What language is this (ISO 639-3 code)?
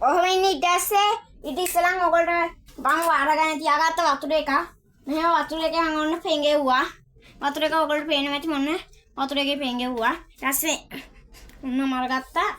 sin